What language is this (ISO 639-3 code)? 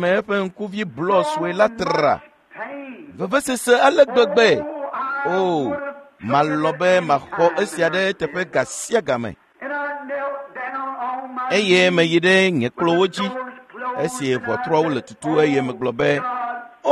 ewe